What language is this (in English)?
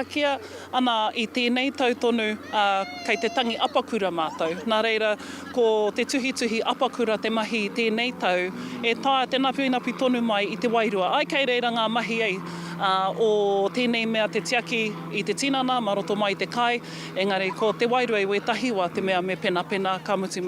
Māori